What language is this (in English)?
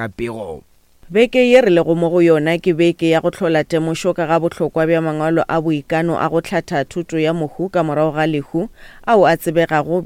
Northern Sotho